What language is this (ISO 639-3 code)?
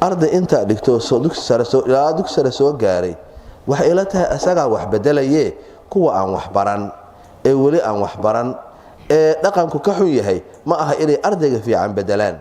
som